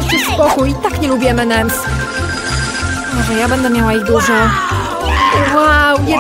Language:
Polish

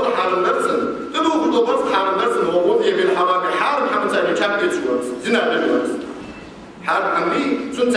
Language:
Ingush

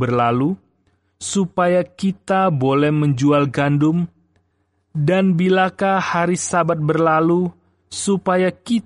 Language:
Indonesian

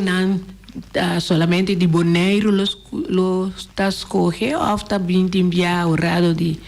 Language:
Papiamento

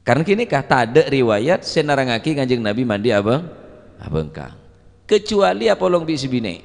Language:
Madurese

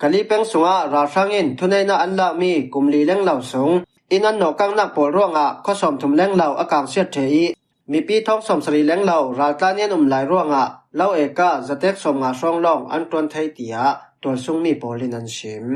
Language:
Falam Chin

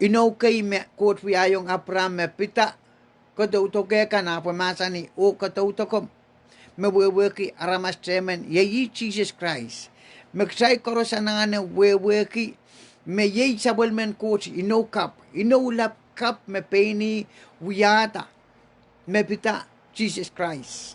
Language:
Pohnpeian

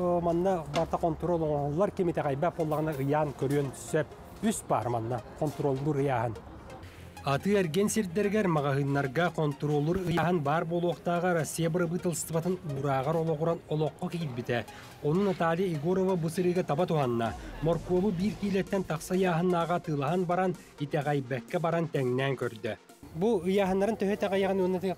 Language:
Yakut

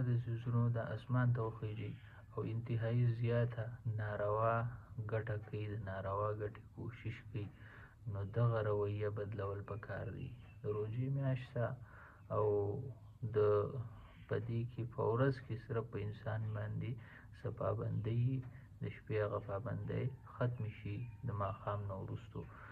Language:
Pashto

